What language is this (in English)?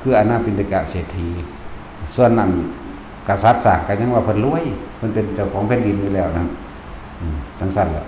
Northeastern Thai